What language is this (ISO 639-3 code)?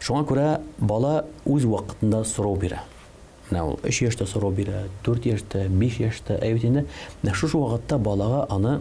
tat